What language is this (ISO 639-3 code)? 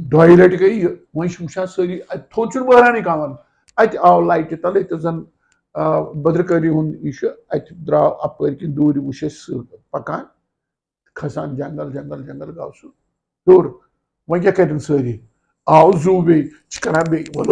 kas